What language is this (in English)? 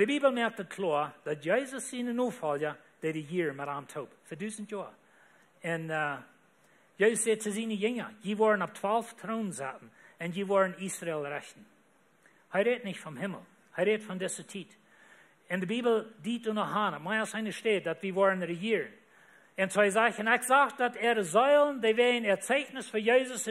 Plautdietsch